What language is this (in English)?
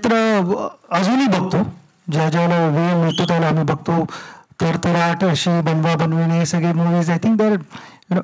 Marathi